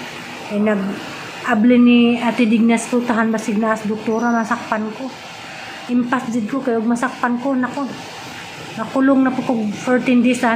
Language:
Cebuano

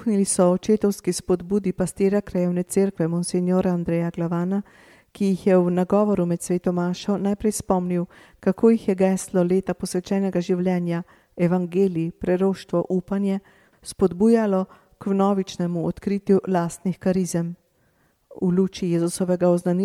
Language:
Slovenian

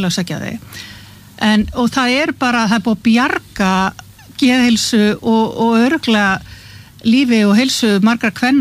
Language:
Icelandic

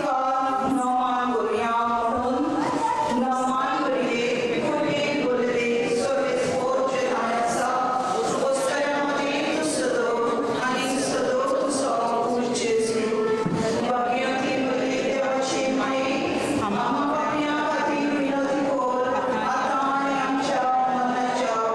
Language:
Konkani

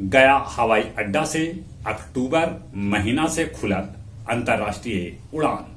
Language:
Magahi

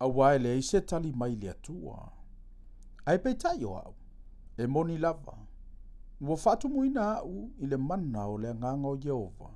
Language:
Samoan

